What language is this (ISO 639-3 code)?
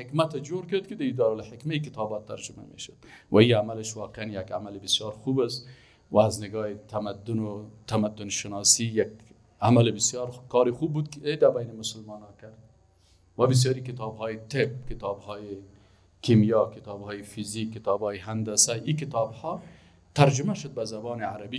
fas